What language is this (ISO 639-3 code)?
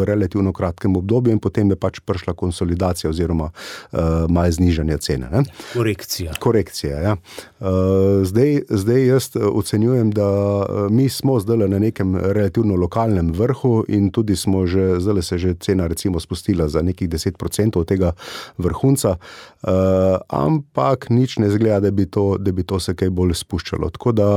slv